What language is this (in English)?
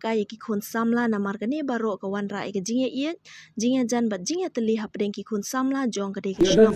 Khasi